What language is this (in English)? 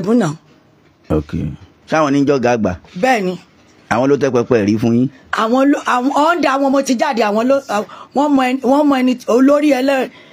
Yoruba